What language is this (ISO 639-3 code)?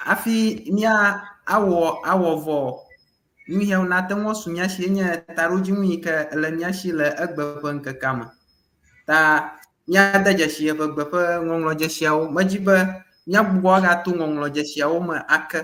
ewe